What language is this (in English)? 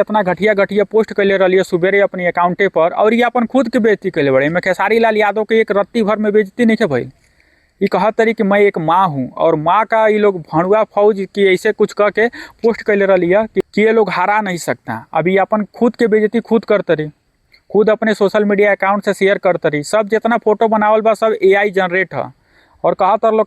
Bhojpuri